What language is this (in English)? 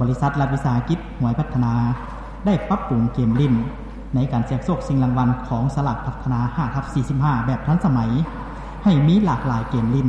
Lao